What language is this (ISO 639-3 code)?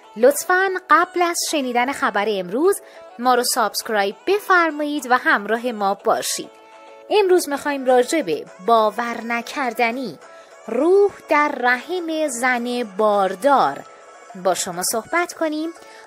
fas